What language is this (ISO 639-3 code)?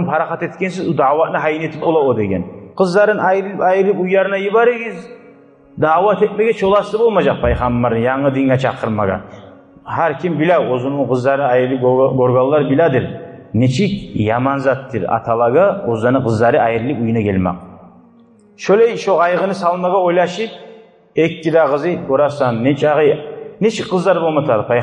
kum